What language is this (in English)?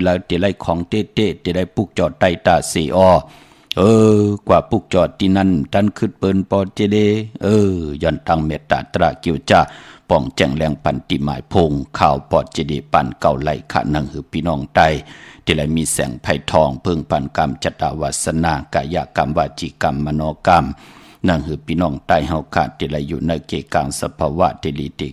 Shan